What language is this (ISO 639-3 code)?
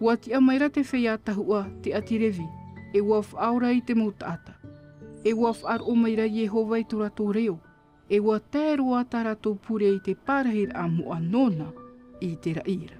tah